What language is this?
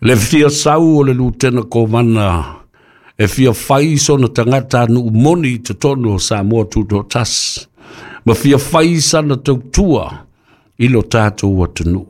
Samoan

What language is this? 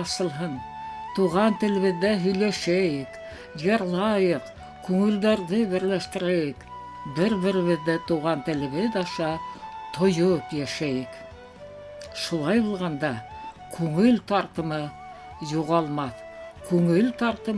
Bashkir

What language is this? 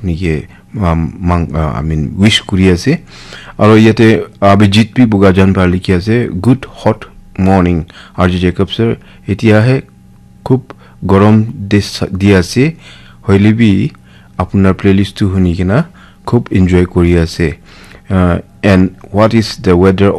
Naga Pidgin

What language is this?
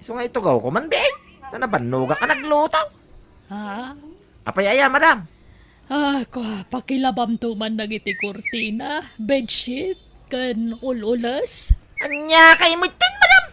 Iloko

